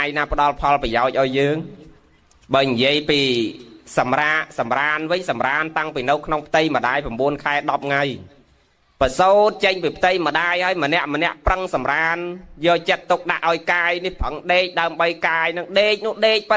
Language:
Khmer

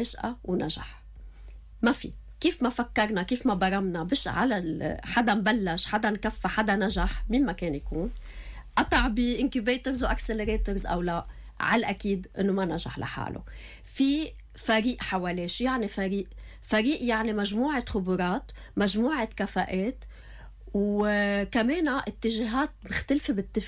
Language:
North Levantine Arabic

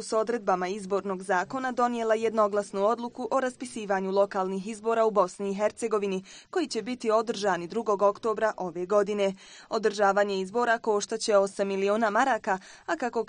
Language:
Bosnian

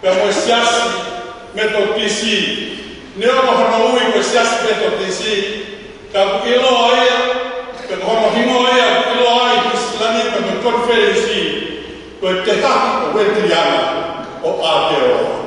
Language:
Tongan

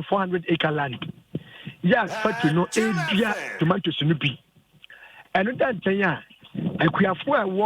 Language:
Akan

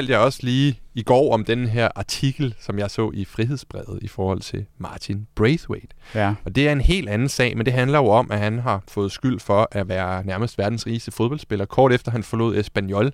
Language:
Danish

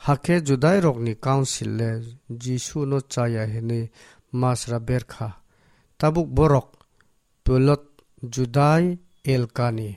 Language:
Kok Borok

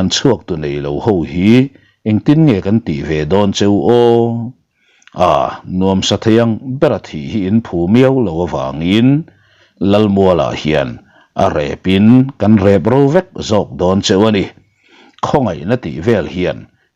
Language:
Mizo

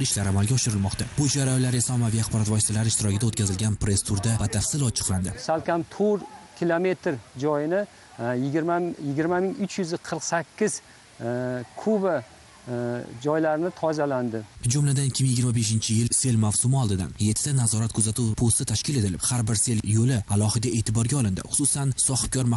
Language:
Uzbek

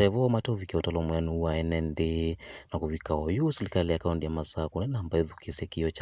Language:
Kamba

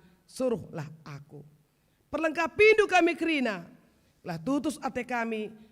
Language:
Batak Karo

